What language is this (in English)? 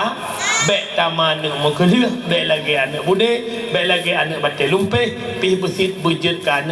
Achinese